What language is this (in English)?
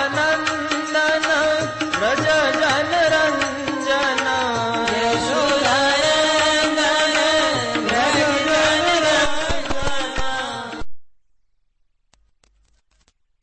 Gujarati